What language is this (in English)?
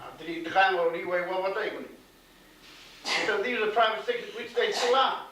Māori